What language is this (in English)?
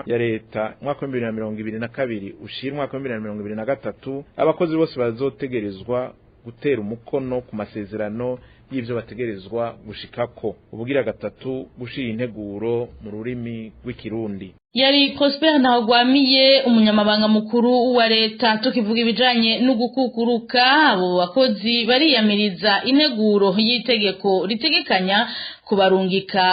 Rundi